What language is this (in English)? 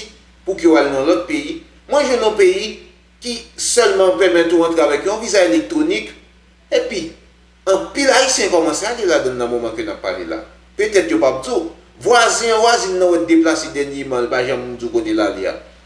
Haitian Creole